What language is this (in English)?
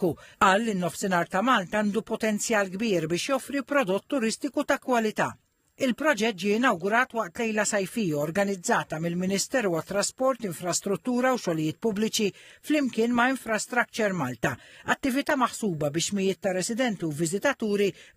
Maltese